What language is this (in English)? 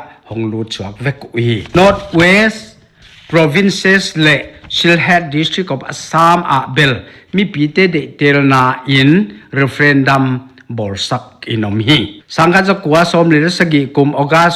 Paite Chin